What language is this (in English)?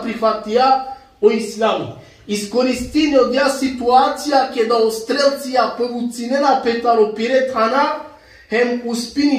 Balkan Romani